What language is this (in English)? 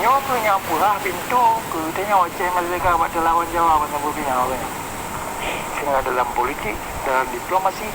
Achinese